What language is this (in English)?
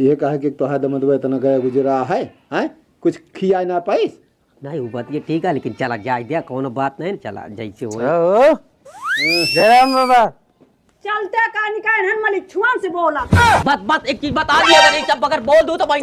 Awadhi